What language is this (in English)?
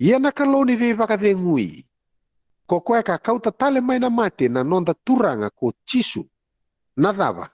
Fijian